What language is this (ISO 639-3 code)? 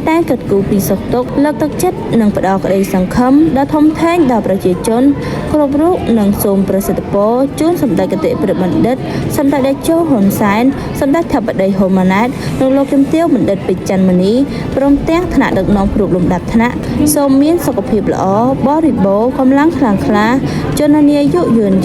khm